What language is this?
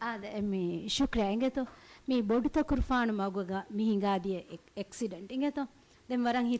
Divehi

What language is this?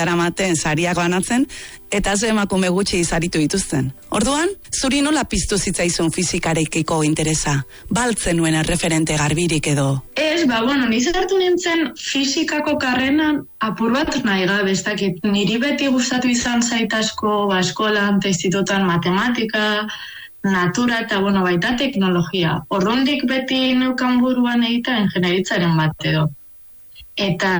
Basque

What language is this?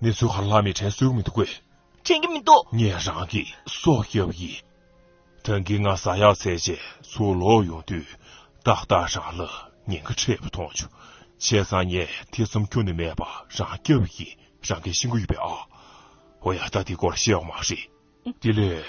Tibetan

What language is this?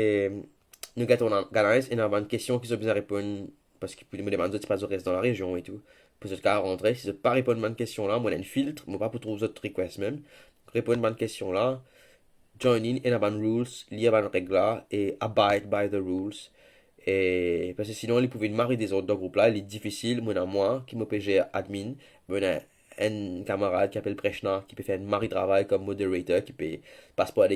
Morisyen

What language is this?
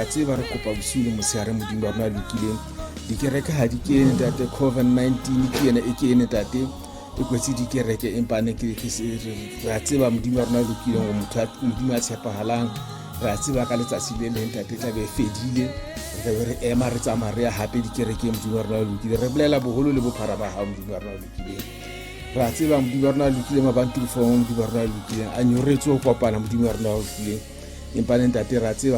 Southern Sotho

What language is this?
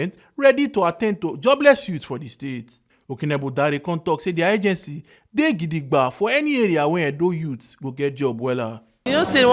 Nigerian Pidgin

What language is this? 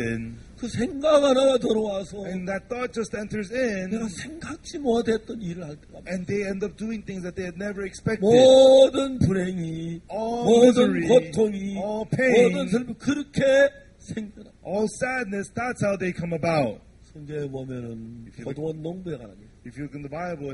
Korean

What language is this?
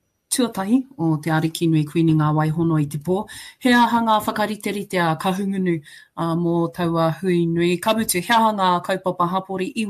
Māori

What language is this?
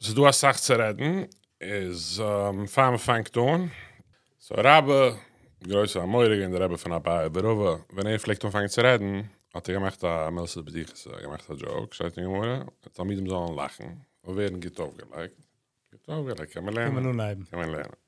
Yiddish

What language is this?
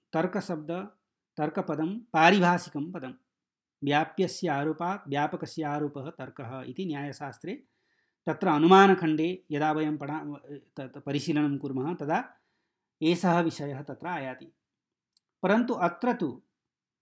Sanskrit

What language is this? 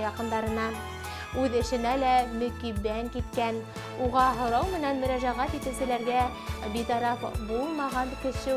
Bashkir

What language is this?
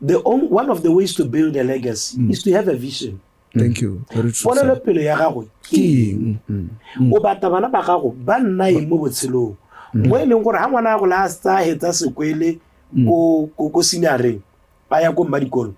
Tswana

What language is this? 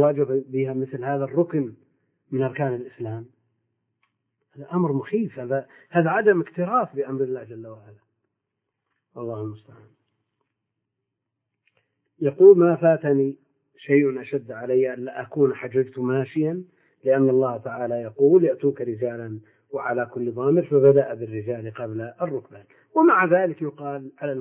Arabic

